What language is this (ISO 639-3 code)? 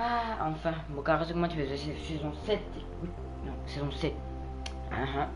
mfe